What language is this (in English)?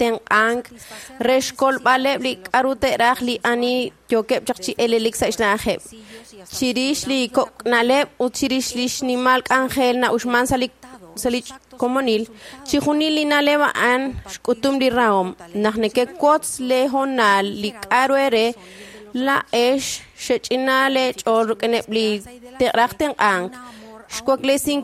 Kekchí